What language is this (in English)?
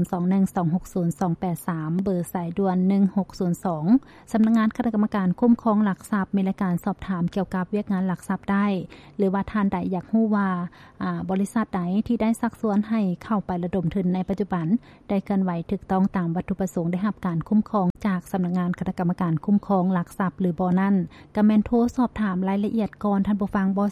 Lao